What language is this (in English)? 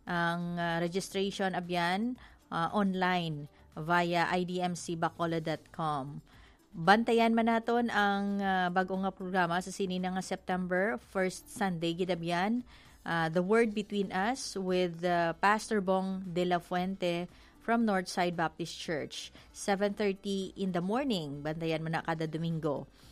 Hiligaynon